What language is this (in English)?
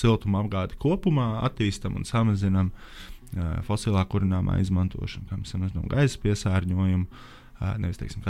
Latvian